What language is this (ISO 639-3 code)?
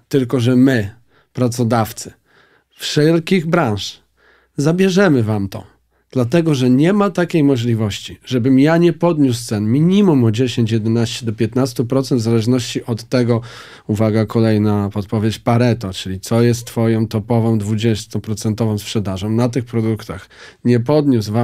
pol